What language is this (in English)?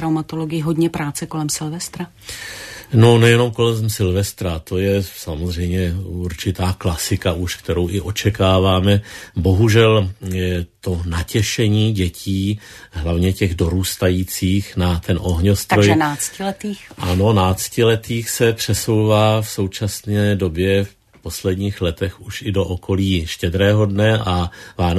Czech